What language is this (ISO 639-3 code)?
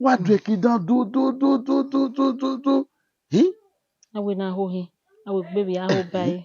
bin